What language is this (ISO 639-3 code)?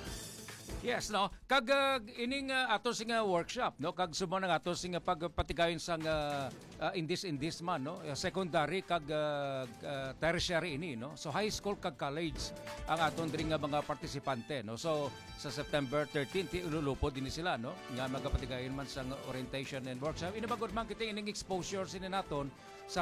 hil